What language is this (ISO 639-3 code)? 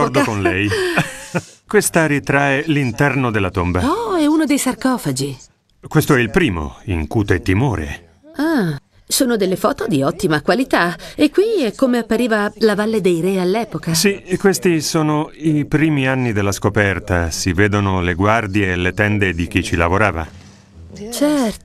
ita